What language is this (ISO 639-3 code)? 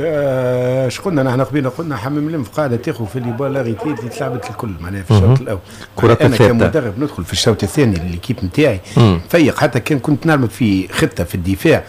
aeb